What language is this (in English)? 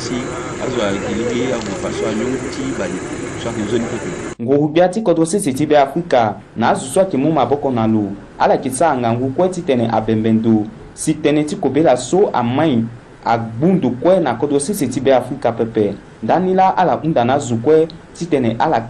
Sango